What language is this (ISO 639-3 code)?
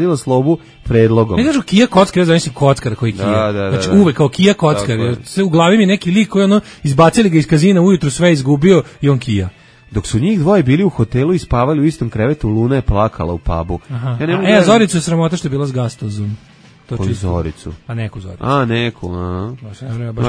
srp